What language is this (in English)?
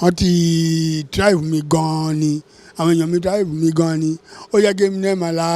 Yoruba